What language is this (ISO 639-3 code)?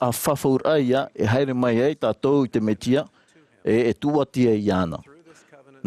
tah